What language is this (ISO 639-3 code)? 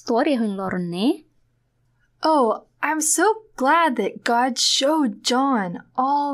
tet